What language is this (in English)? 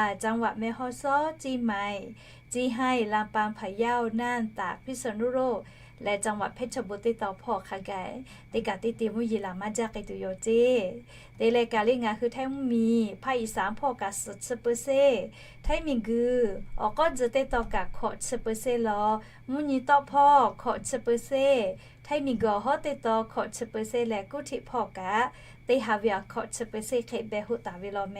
Lahu